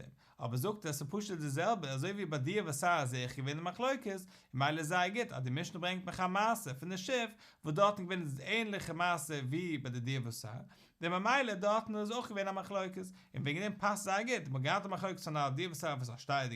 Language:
Yiddish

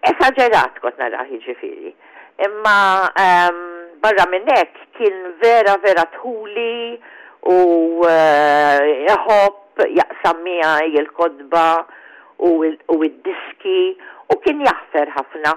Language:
Maltese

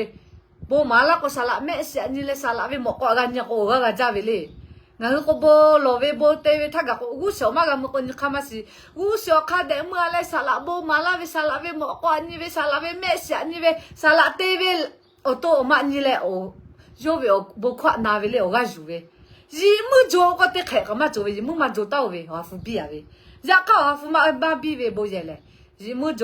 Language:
Lahu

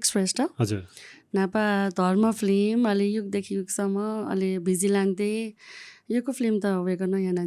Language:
Newari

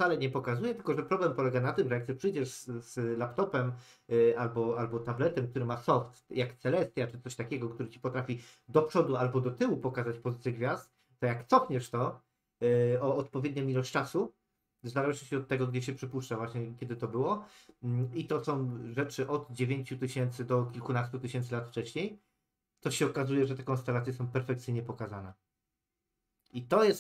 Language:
Polish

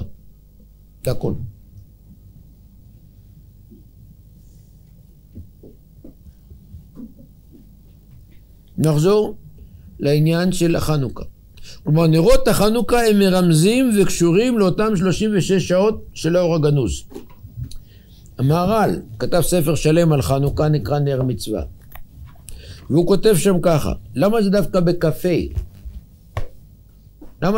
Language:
Hebrew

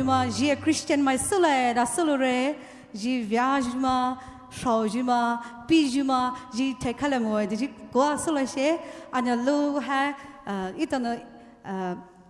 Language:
Poumei Naga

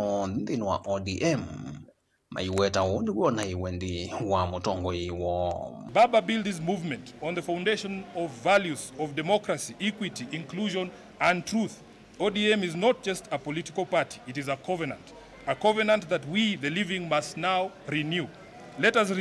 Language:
Kamba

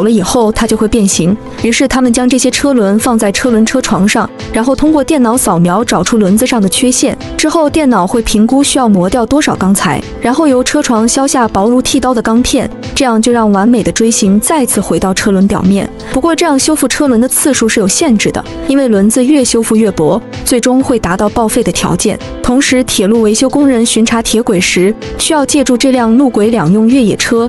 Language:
Chinese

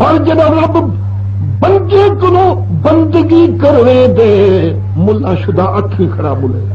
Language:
Saraiki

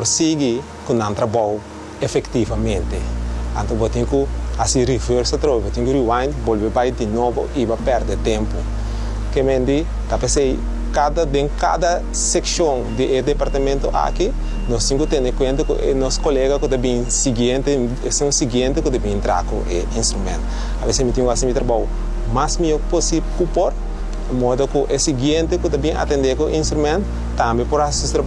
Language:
Papiamento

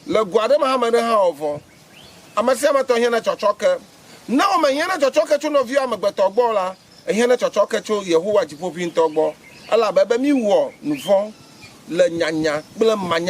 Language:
Ewe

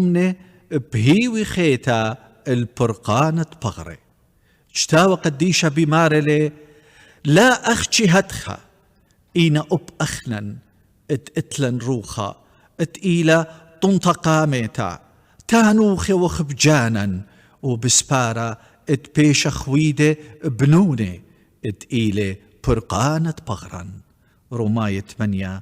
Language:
Assyrian Neo-Aramaic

